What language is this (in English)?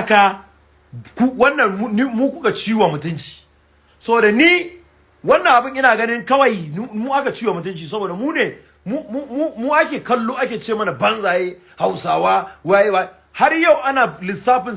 Hausa